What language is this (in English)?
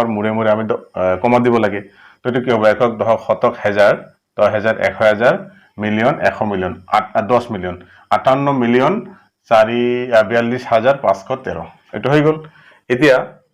Assamese